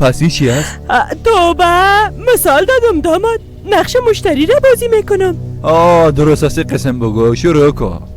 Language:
Persian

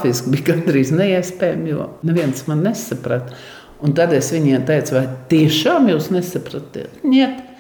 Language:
Latvian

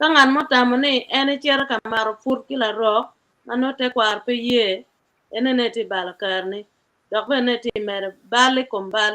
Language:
Acoli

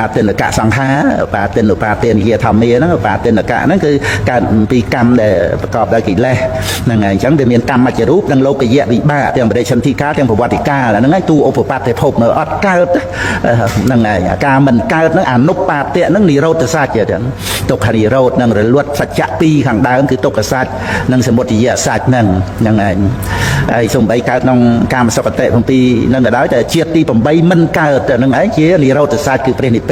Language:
Khmer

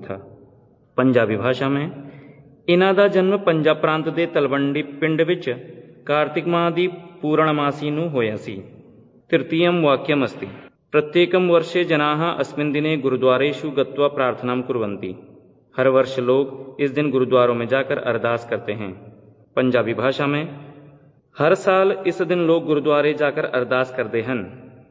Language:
Sanskrit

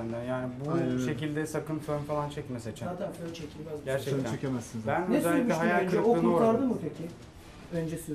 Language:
Turkish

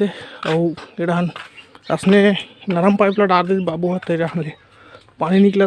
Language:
Chhattisgarhi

